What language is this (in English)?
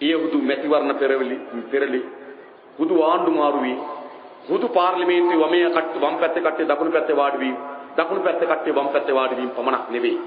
Sinhala